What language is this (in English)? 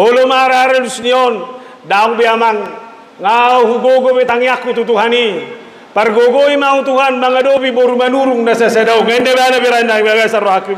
Batak Toba